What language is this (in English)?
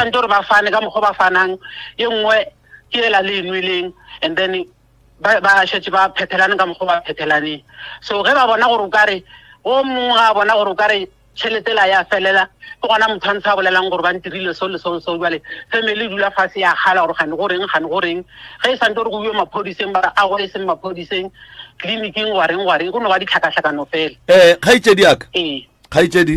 Northern Sotho